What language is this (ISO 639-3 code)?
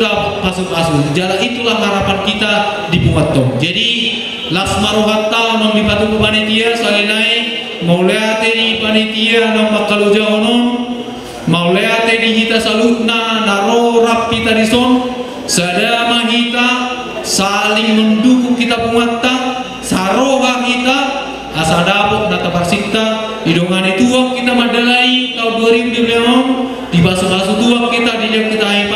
bbc